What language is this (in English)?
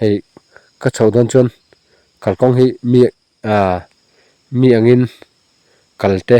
Mizo